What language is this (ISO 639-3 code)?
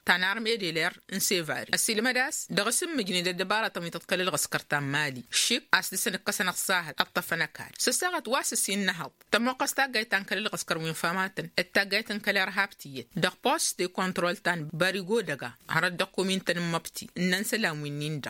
taq